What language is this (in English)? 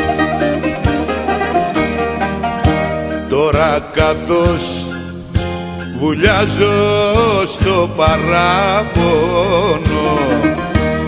Greek